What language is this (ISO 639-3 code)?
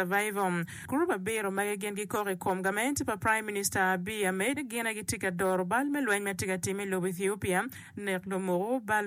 ach